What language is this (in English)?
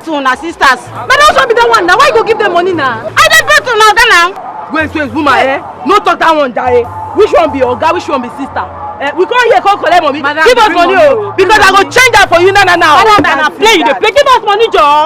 Nigerian Pidgin